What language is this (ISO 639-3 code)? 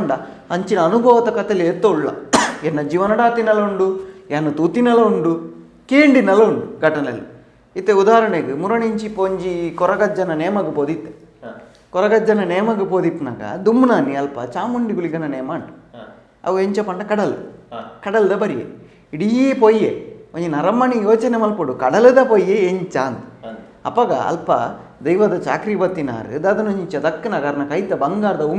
tcy